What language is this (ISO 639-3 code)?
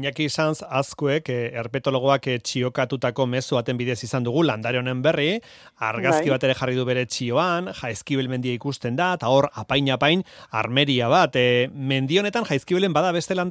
eus